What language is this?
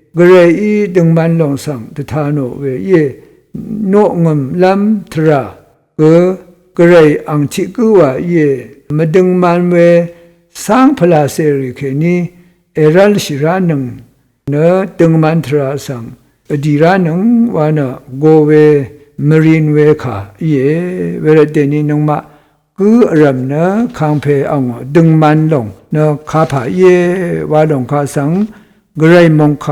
Rawang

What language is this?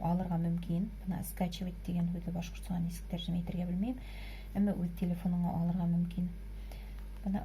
Bashkir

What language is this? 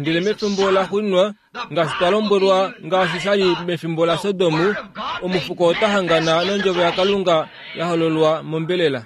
Kuanyama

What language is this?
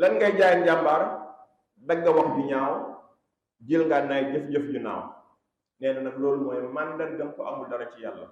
Wolof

